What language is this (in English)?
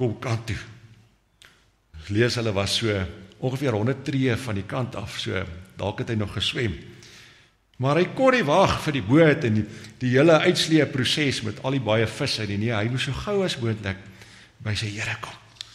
Afrikaans